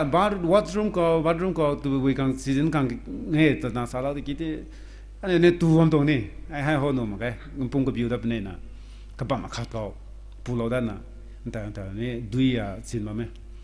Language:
Rongmei Naga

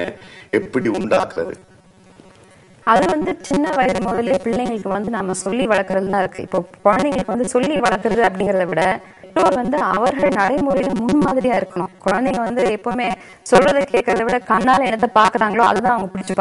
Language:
Tamil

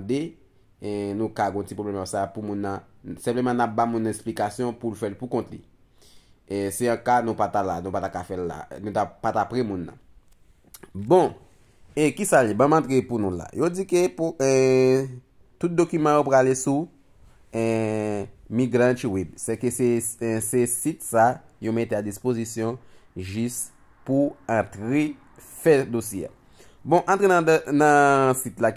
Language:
Haitian Creole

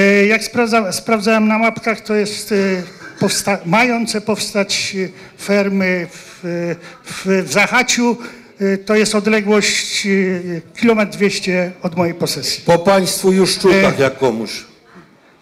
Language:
Polish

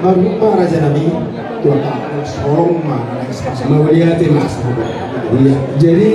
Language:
Batak Toba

